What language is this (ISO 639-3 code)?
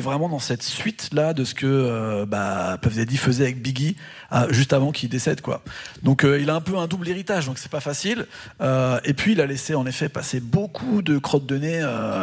fra